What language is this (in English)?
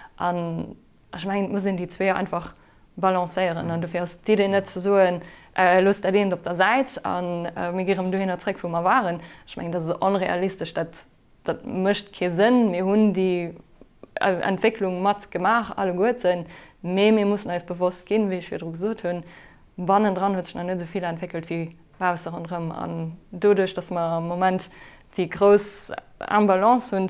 Luxembourgish